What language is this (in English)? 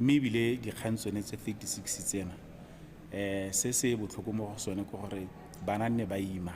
Tswana